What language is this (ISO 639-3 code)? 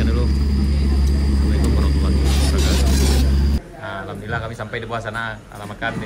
min